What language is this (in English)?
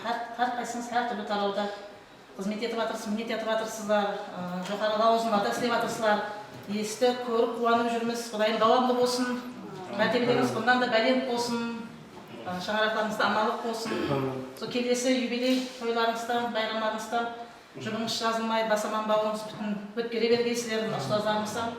Kara-Kalpak